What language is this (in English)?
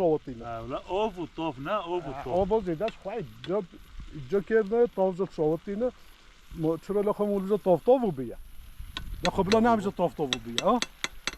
Kurdish